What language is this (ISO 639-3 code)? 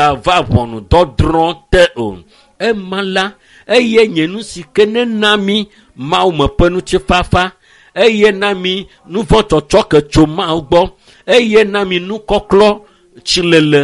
ewe